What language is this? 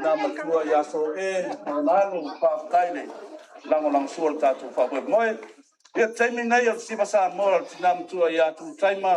Samoan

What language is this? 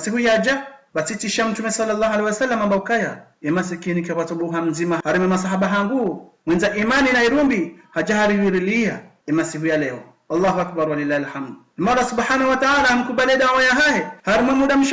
Ngazidja Comorian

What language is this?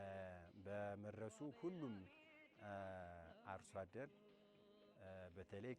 Amharic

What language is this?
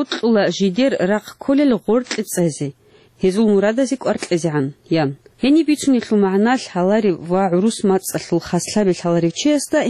Avaric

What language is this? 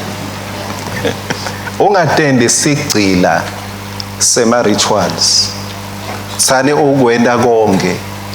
Swati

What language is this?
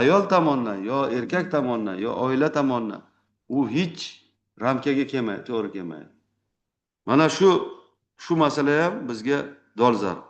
Uzbek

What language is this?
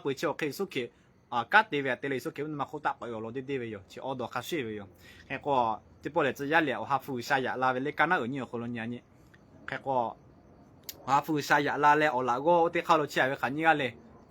Lahu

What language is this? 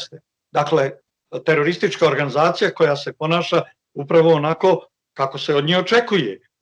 Bosnian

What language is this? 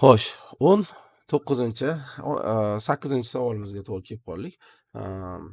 Uzbek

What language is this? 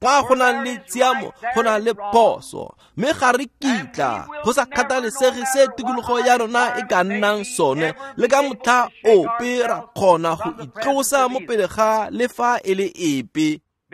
Tswana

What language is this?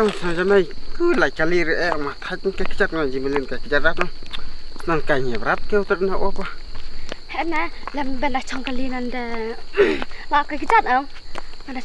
Khasi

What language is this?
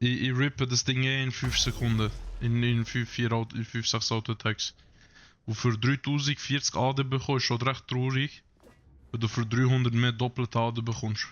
Swiss German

